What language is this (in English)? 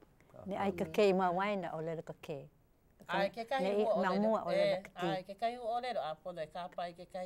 Hawaiian